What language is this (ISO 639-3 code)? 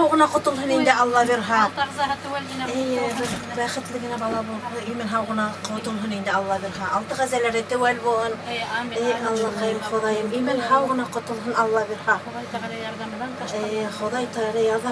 bak